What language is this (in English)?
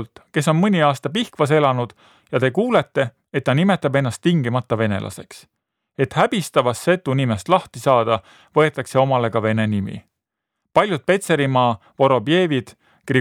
Estonian